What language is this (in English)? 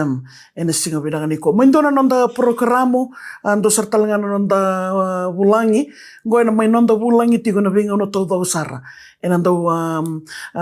Fijian